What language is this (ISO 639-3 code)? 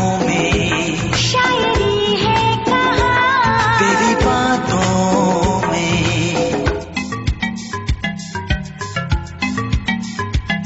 hin